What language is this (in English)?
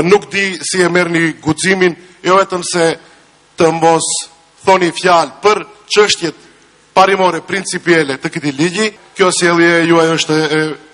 Albanian